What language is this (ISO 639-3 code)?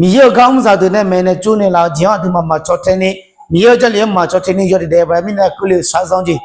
ahk